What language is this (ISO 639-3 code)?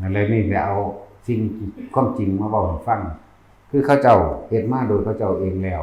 tts